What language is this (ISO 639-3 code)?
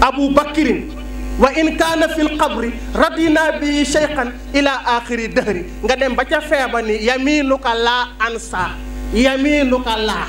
wol